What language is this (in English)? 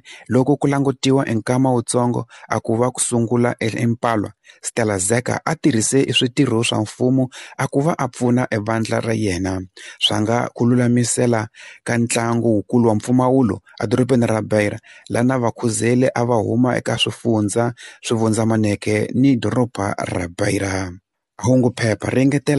Tsonga